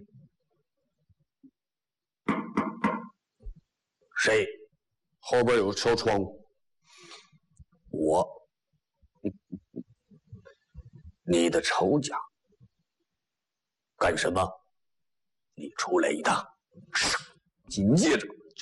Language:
Chinese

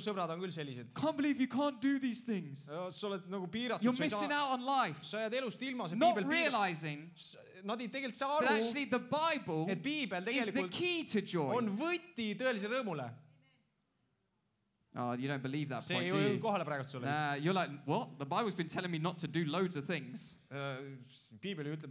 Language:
Estonian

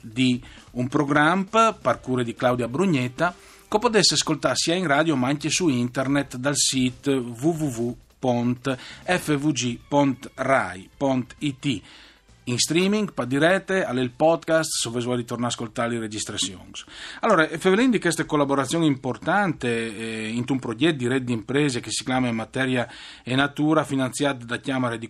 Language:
Friulian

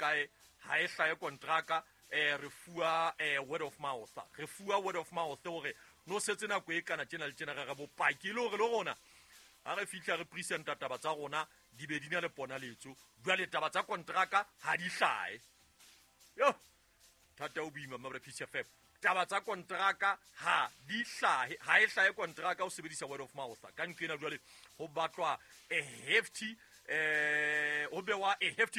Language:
Southern Sotho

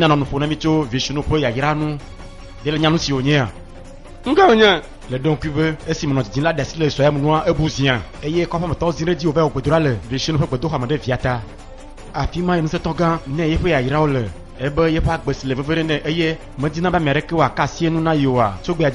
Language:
Ewe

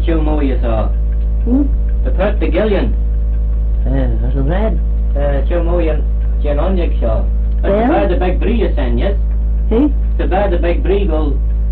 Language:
Manx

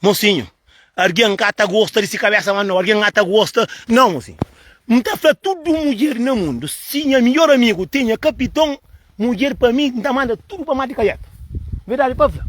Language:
Kabuverdianu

